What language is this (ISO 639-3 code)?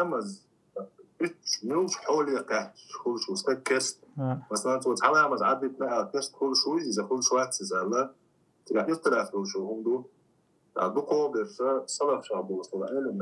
che